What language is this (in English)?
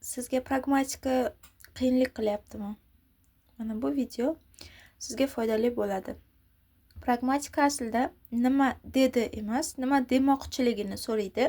Uzbek